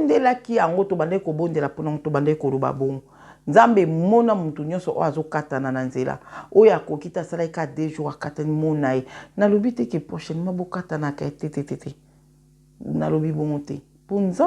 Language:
Lingala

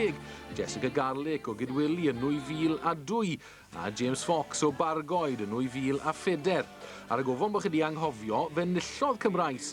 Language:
Welsh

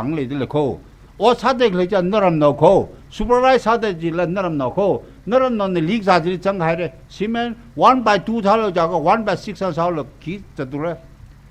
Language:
Tangkhul Naga (India)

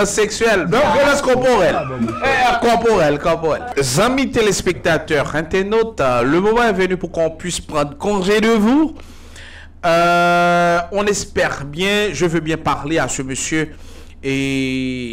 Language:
Haitian Creole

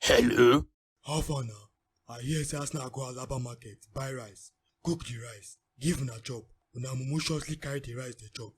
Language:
Nigerian Pidgin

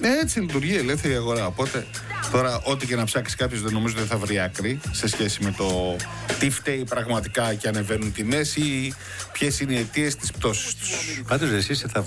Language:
Greek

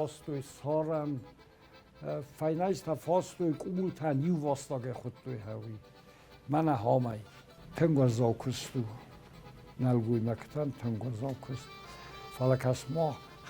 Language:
Ossetic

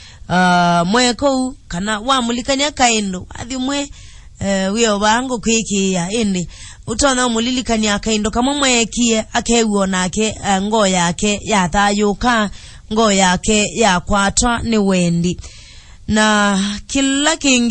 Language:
Kamba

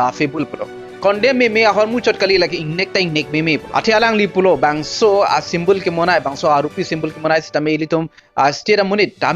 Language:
Karbi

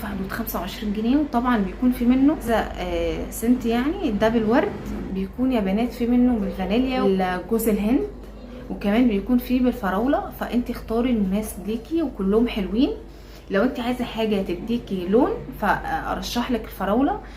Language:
Egyptian Arabic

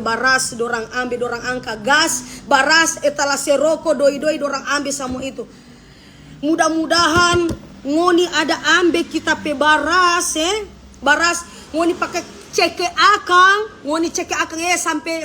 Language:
Manado Malay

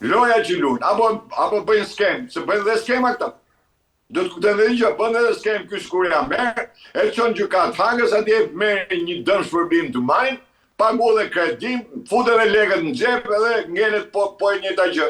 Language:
Albanian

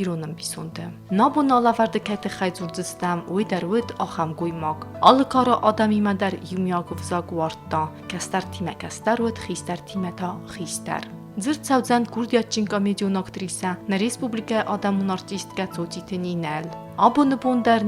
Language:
Ossetic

